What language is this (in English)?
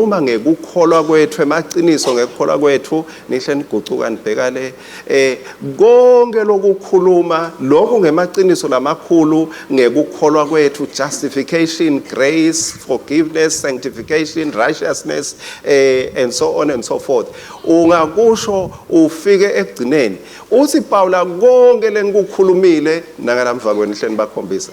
Swati